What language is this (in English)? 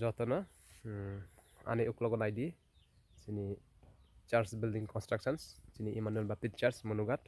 Kok Borok